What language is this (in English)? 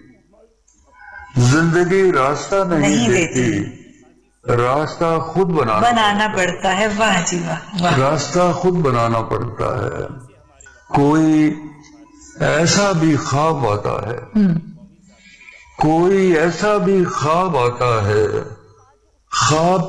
Urdu